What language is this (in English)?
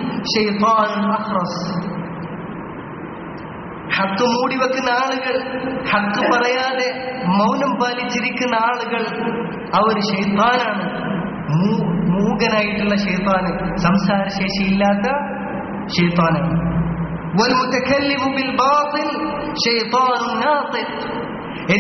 Malayalam